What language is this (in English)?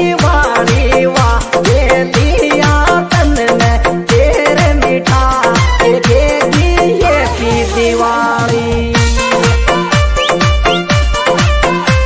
Rajasthani